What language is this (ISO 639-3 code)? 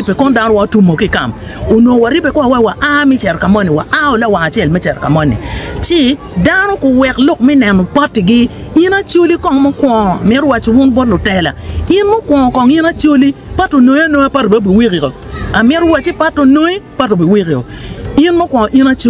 ach